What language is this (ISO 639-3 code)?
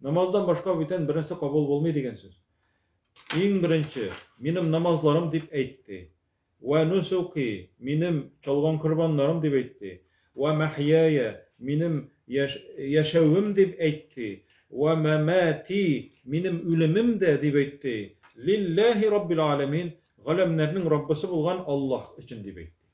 tat